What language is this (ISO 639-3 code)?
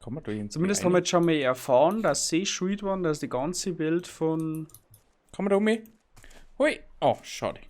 bar